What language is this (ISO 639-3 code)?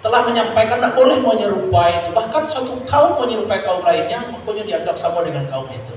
min